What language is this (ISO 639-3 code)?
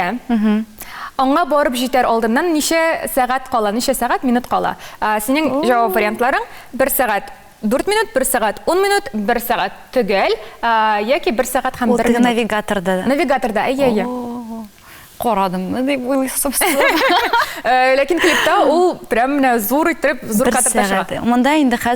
tat